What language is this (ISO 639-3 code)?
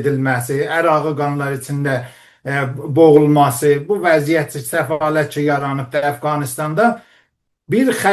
azb